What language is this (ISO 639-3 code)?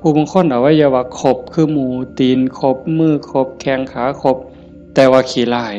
tts